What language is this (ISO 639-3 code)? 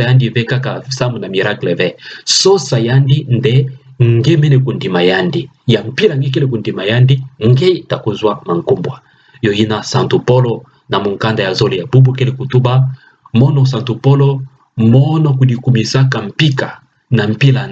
ktu